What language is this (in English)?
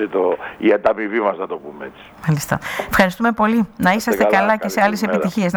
Greek